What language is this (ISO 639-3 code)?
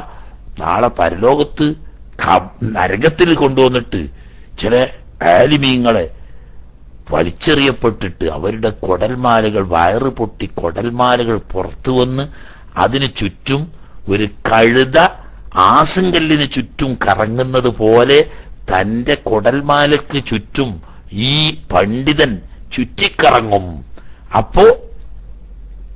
mal